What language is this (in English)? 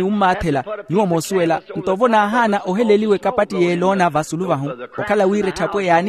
Makhuwa